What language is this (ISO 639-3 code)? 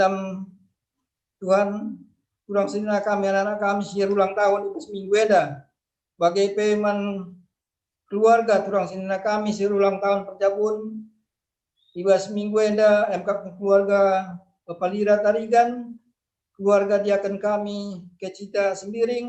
btx